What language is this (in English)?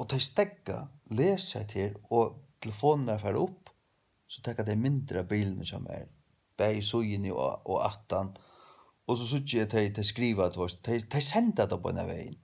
Faroese